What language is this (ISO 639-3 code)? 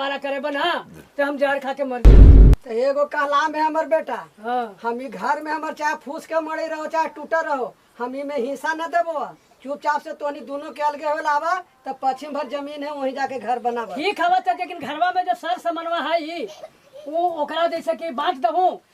mag